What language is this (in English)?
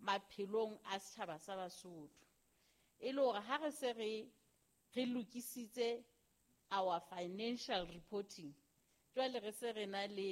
Southern Sotho